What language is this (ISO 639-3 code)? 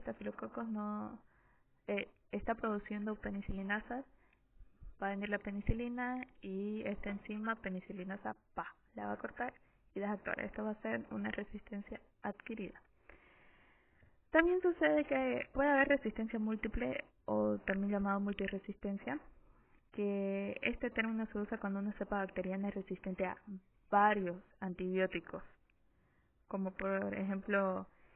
spa